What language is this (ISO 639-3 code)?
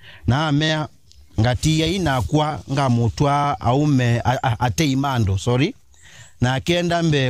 kam